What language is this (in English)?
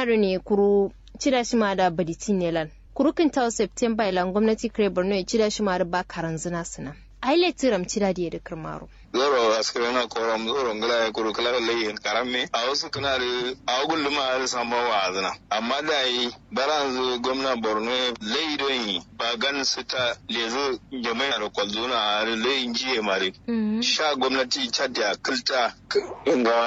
Kanuri